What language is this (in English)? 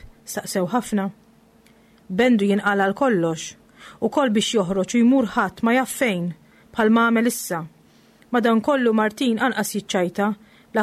Maltese